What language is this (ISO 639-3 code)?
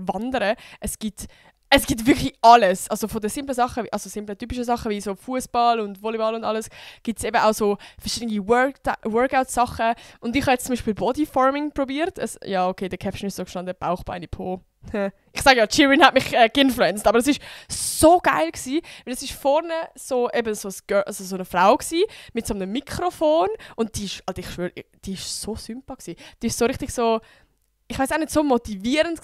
gsw